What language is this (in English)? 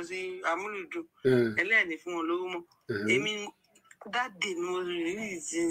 Yoruba